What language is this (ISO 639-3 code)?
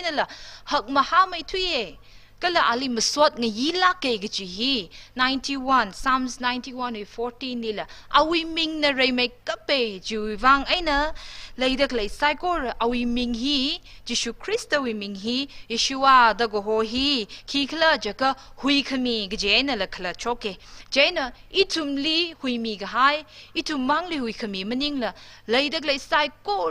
nmf